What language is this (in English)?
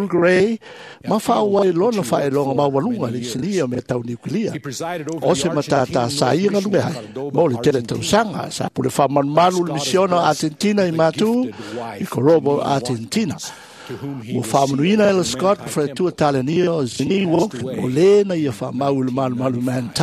Samoan